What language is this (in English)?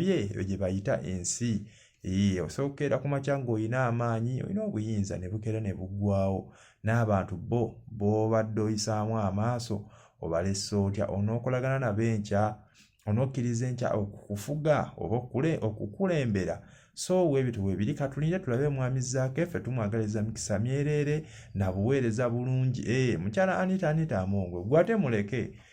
Ganda